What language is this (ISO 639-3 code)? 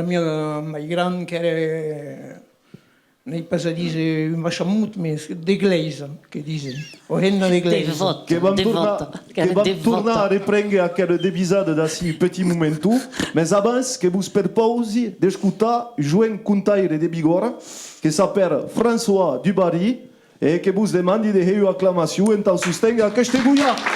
oci